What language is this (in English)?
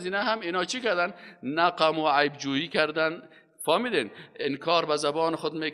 Persian